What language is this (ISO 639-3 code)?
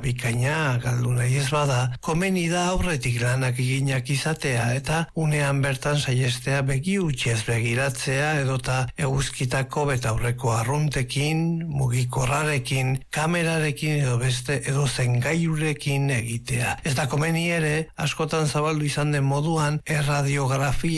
eus